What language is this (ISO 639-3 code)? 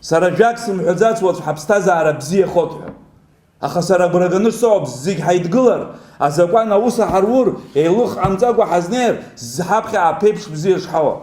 abk